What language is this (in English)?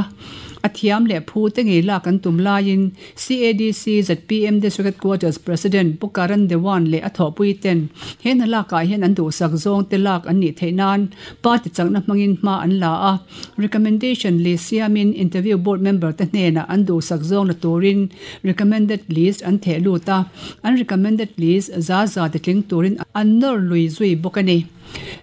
Mizo